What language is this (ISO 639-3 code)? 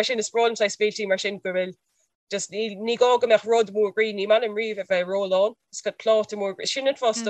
gle